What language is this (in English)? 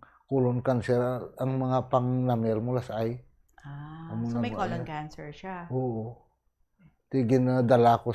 Hiligaynon